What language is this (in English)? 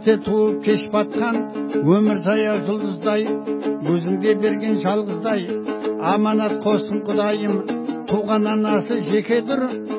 Kazakh